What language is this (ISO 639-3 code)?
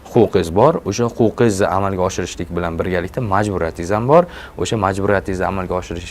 uzb